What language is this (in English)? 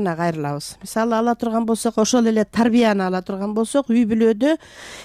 Kyrgyz